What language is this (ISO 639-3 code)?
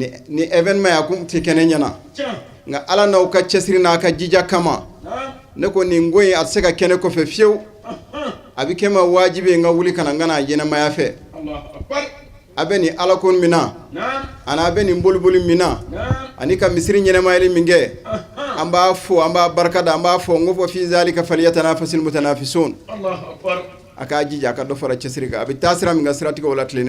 bam